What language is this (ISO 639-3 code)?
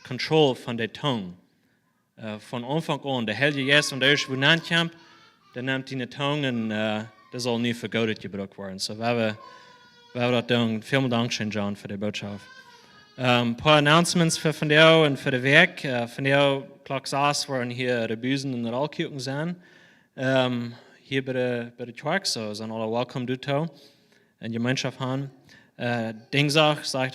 pdt